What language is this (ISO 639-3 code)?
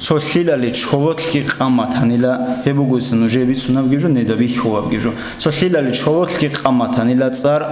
ava